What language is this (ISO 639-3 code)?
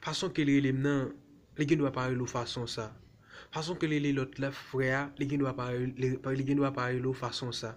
hat